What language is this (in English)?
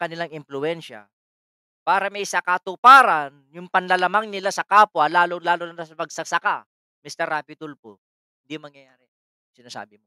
Filipino